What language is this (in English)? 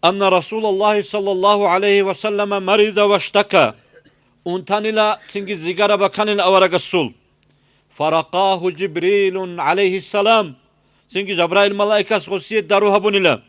Avaric